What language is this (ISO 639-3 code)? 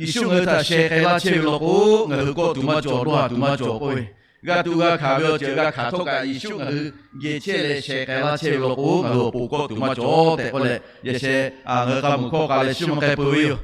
lhu